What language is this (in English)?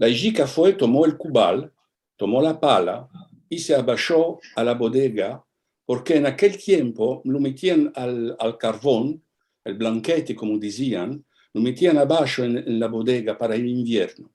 Ladino